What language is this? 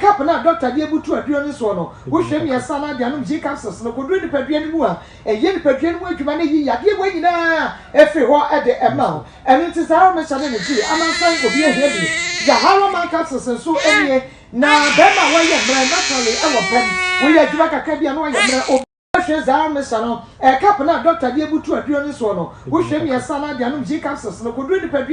Akan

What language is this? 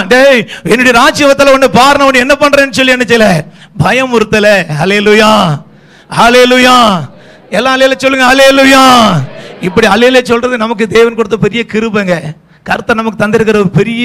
Tamil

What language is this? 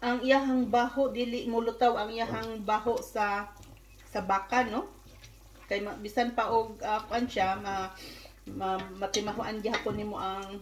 Cebuano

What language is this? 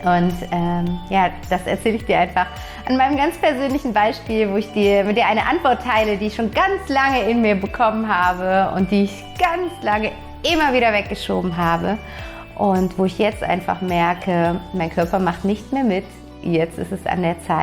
German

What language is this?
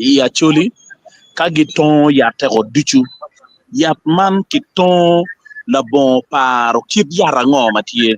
Acoli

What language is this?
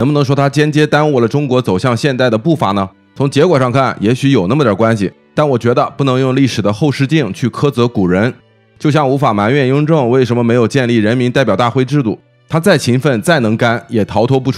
Chinese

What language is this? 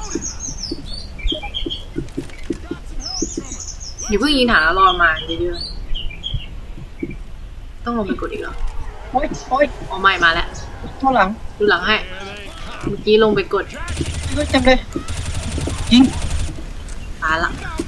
Thai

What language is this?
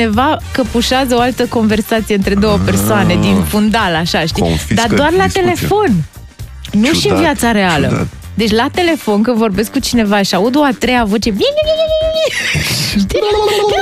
Romanian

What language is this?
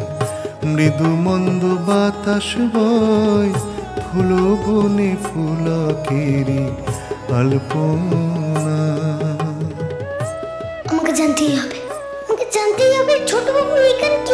Bangla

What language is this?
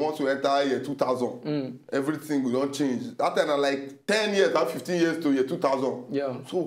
Nigerian Pidgin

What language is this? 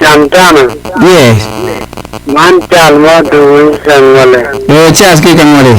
Acoli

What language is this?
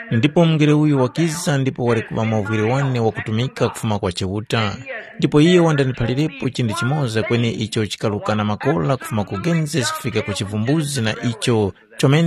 Tumbuka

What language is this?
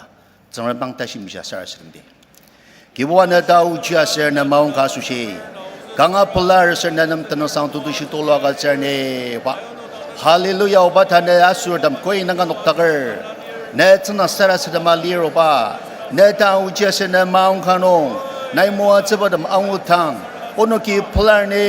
Ao Naga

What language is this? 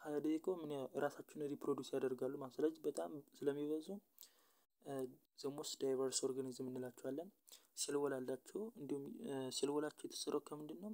Amharic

